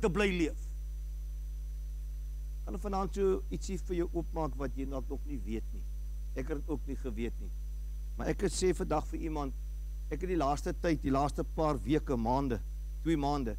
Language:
Afrikaans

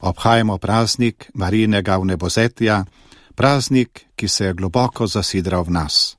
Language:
Slovenian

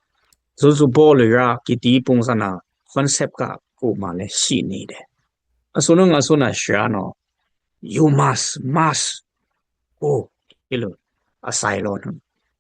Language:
Dimasa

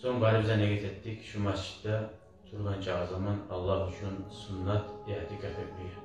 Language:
Kumyk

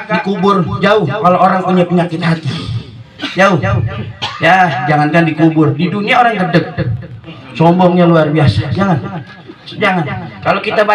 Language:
Betawi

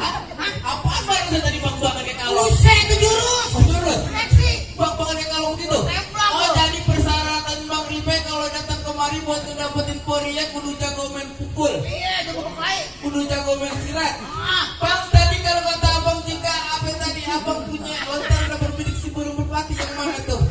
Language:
Betawi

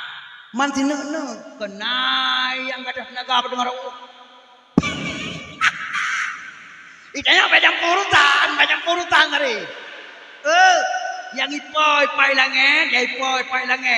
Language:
Achinese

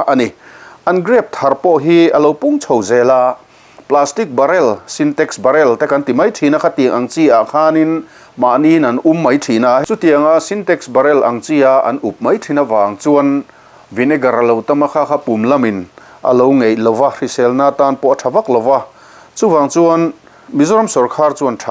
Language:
Mizo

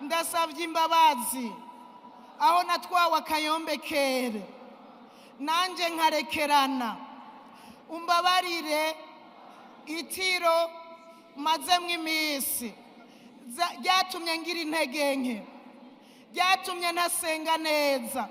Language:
Rundi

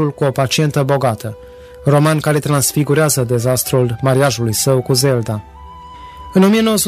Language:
Romanian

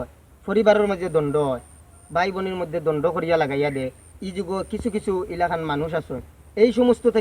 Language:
Sylheti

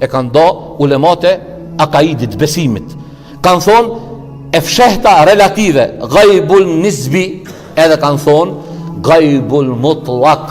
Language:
Albanian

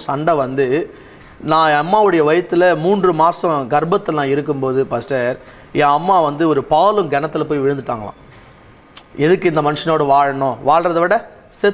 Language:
Tamil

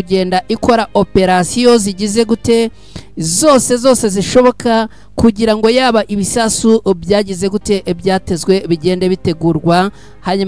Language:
Kinyarwanda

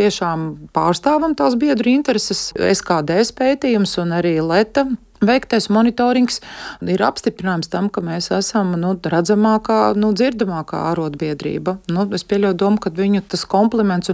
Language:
Latvian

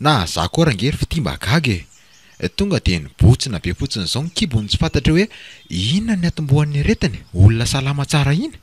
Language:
Malagasy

